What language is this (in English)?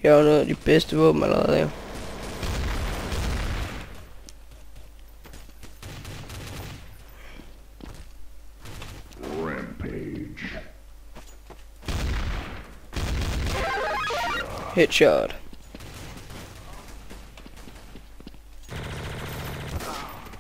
Danish